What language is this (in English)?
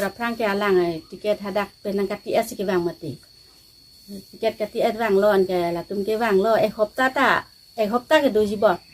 Karbi